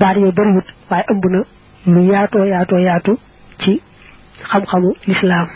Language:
Wolof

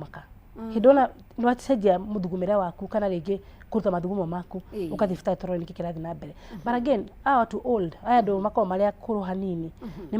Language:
Kikuyu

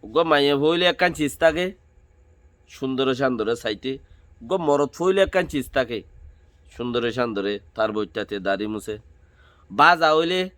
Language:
Rohingya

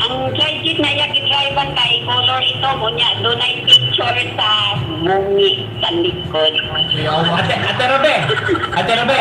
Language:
Cebuano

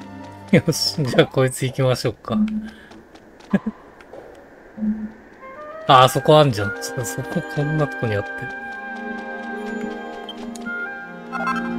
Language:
Japanese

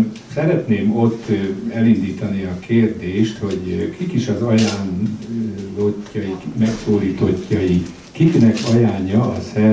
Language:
Hungarian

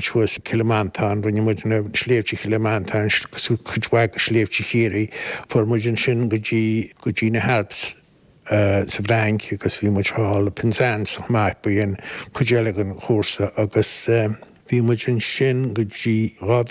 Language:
Irish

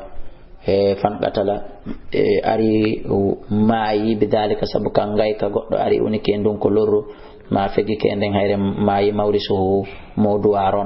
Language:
Fula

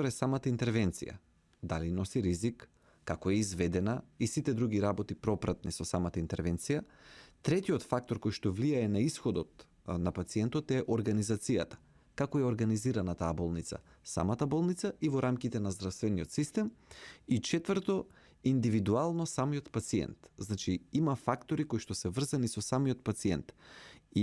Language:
Macedonian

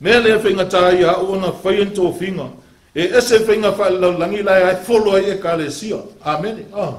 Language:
Samoan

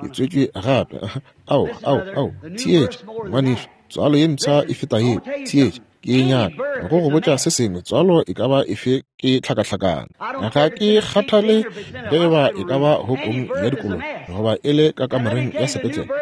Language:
Northern Sotho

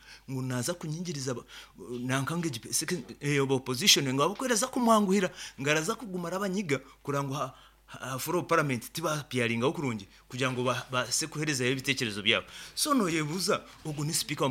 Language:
Nyankole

